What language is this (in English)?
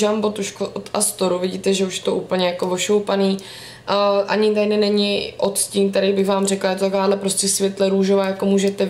Czech